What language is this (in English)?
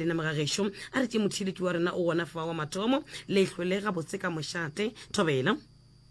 Northern Sotho